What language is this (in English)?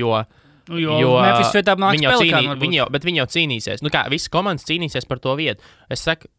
Latvian